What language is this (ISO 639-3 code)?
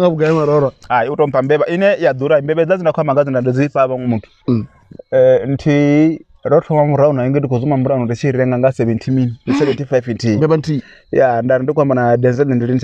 ven